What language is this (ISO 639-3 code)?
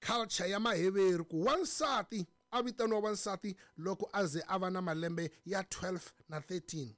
tso